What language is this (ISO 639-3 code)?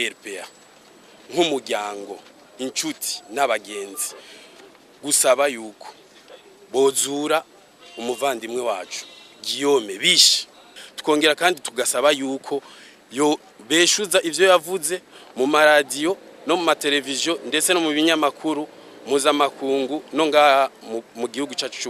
run